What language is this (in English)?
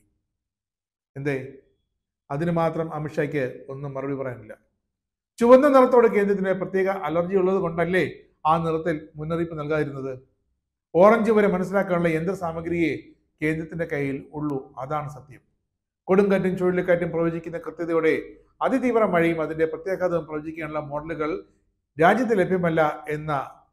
Malayalam